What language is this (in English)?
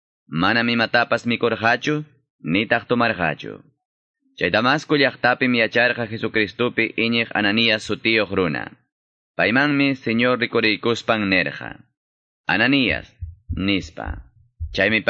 Quechua